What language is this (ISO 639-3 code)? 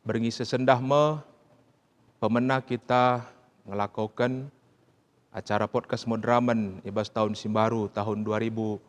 btx